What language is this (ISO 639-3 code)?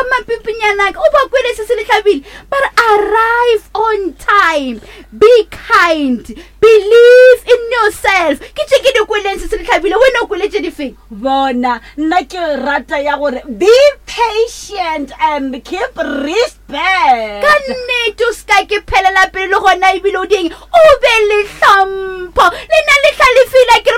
nso